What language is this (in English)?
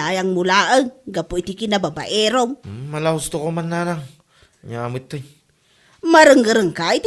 Iloko